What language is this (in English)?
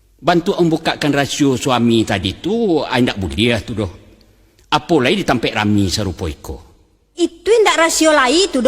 Minangkabau